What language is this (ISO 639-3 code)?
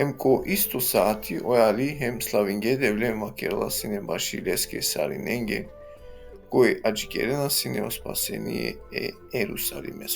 rmn